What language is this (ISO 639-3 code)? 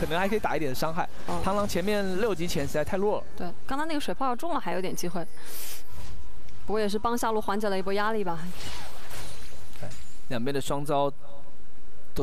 zho